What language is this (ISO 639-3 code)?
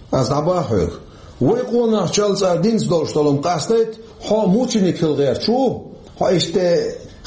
che